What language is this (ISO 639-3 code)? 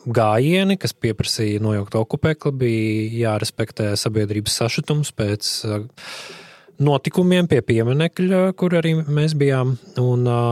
lav